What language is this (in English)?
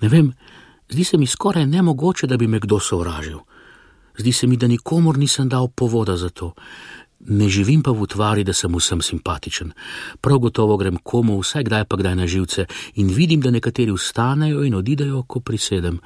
Slovenian